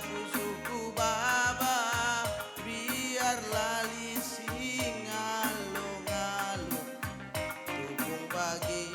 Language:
Batak Karo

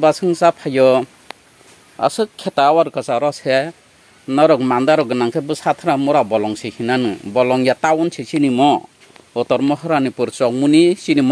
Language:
Kok Borok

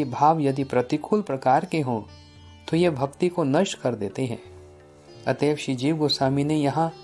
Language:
Hindi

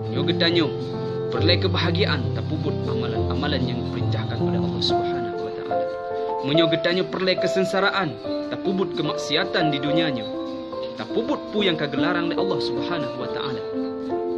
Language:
Achinese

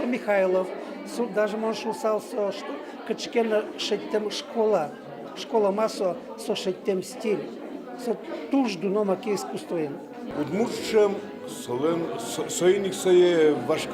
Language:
Udmurt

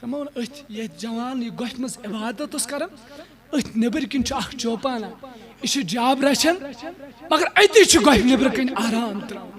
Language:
Kashmiri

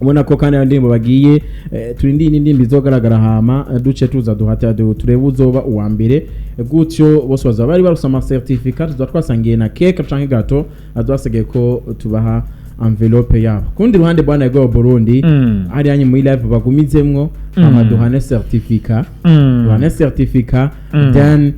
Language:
Rundi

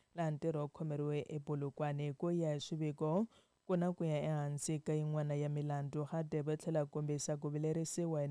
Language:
Tsonga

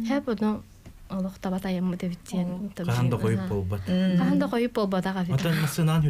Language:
Yakut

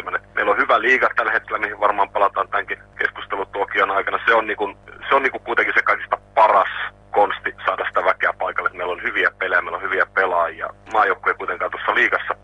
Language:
Finnish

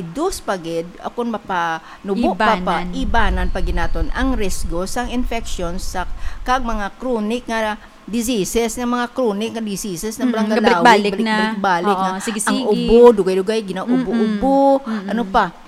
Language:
Hiligaynon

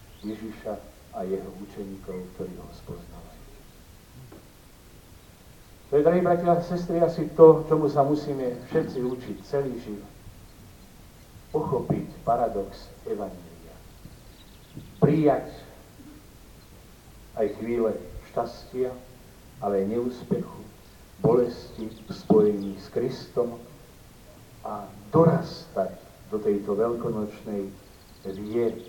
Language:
Slovak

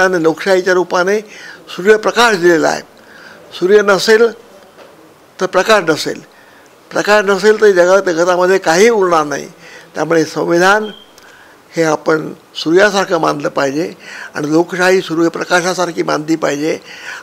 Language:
Marathi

